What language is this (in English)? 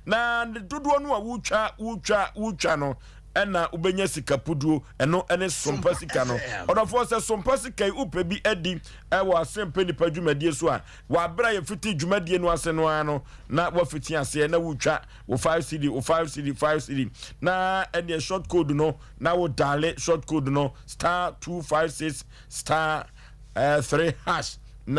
Akan